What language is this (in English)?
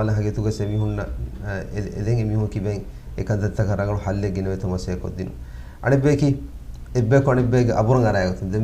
Divehi